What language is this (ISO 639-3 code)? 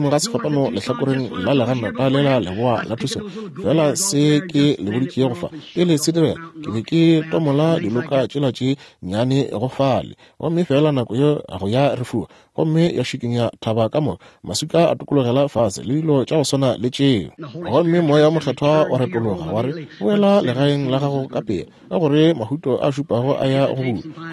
nso